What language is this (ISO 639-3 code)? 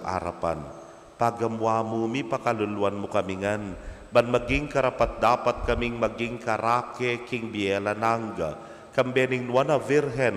pam